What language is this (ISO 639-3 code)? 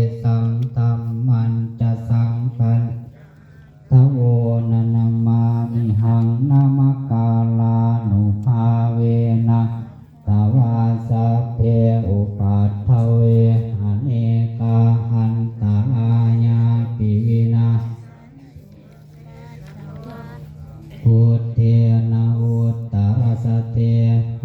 pli